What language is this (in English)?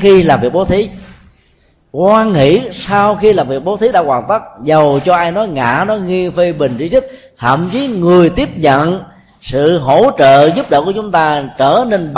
Vietnamese